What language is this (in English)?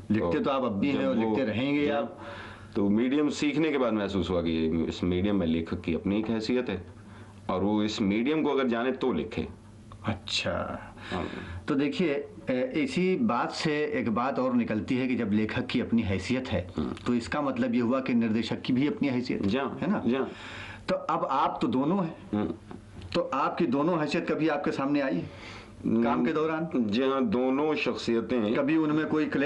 Hindi